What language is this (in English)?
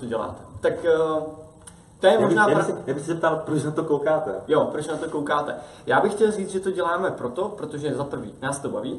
Czech